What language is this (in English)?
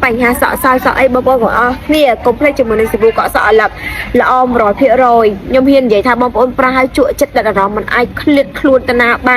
Khmer